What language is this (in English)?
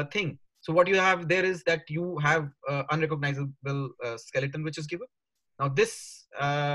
English